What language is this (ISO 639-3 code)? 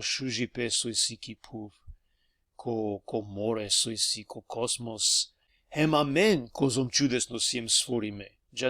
rmn